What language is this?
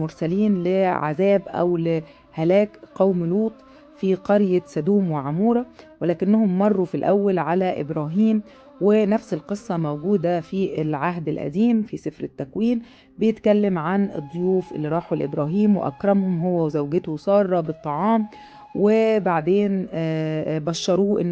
Egyptian Arabic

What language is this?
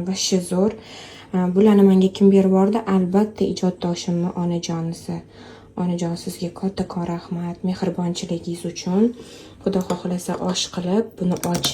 Uzbek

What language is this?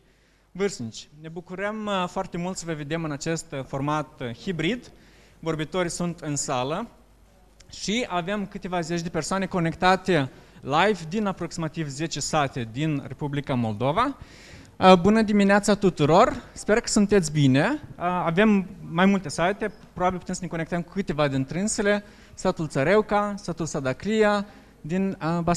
Romanian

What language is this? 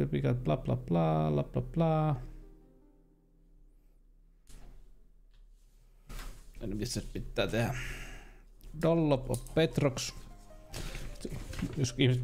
Finnish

